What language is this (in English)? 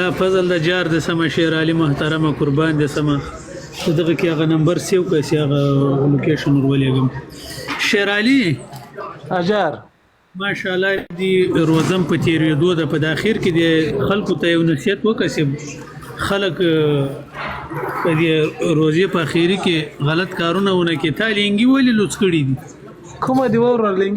Pashto